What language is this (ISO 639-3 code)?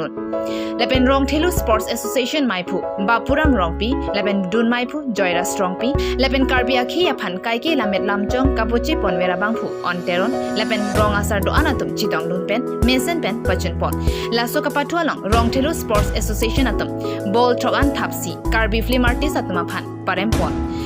mjw